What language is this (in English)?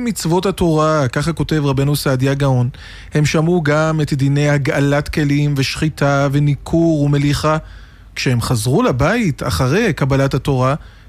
Hebrew